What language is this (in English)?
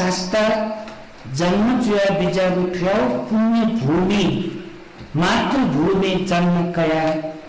Newari